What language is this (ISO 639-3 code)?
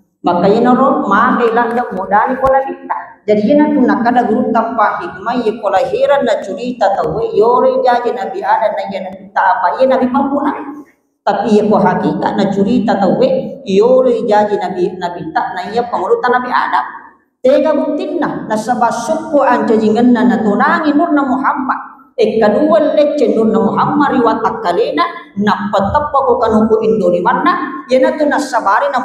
bug